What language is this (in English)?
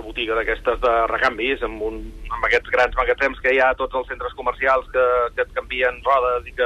Catalan